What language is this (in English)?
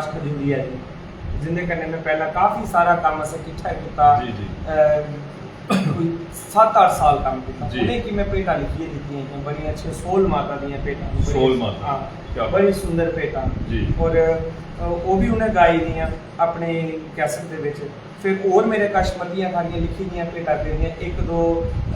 Dogri